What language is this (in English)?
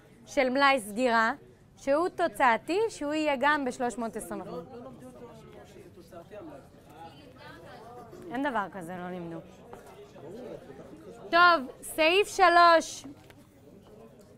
Hebrew